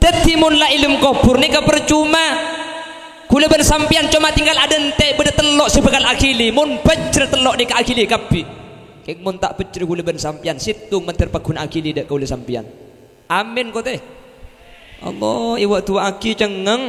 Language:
Madurese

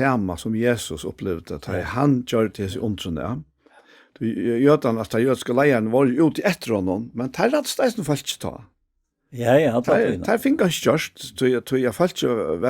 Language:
Faroese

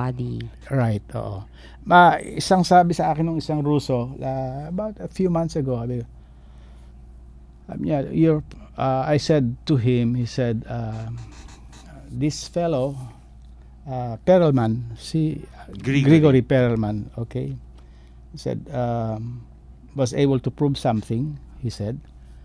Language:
Filipino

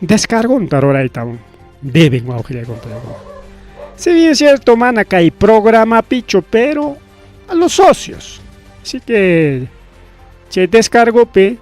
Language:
Ayacucho Quechua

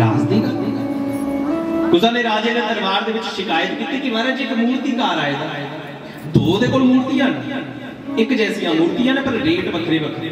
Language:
Dogri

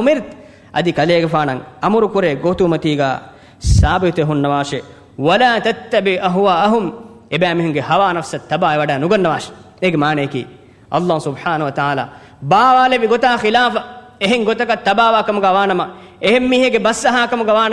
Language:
Divehi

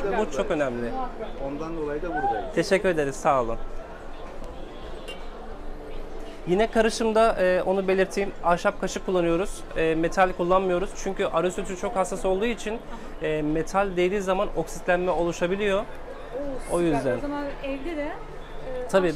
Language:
Turkish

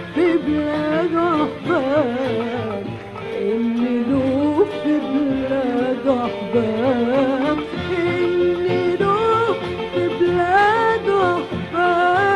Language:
Arabic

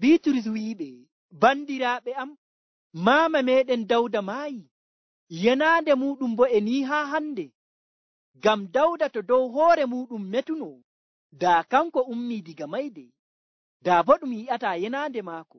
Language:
Nigerian Fulfulde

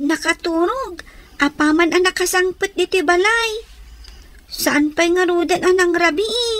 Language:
Iloko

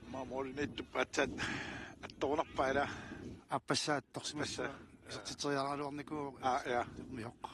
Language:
Kalaallisut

